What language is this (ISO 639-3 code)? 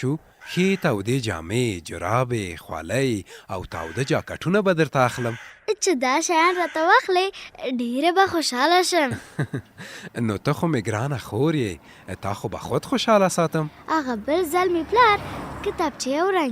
pus